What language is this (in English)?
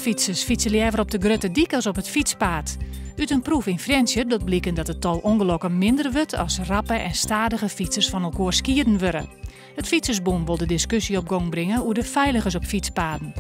Western Frisian